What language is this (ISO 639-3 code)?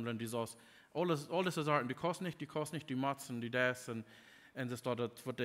pdt